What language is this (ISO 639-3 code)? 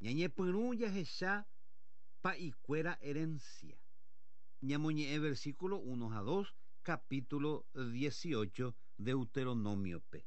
grn